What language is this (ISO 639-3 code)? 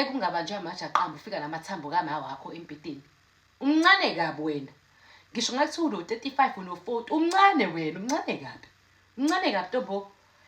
zul